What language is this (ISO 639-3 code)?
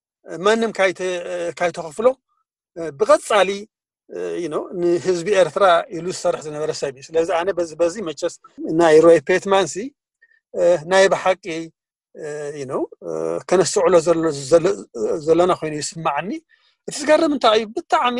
tir